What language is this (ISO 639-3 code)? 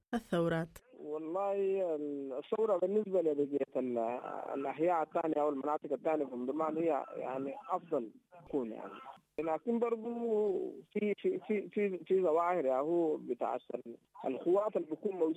apd